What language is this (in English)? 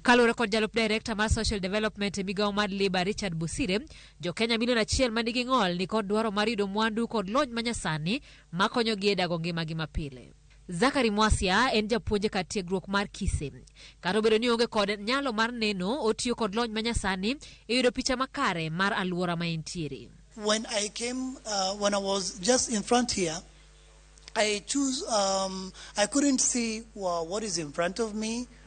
Luo (Kenya and Tanzania)